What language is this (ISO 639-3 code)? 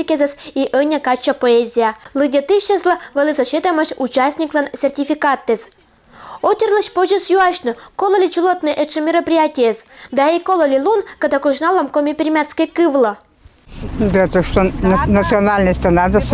koi